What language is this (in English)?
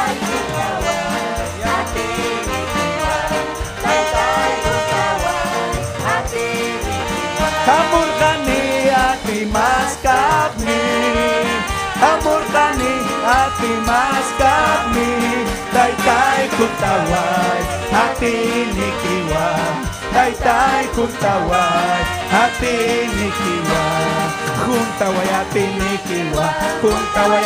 Ayacucho Quechua